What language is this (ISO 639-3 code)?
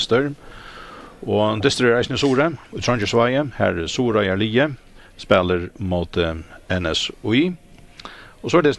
fao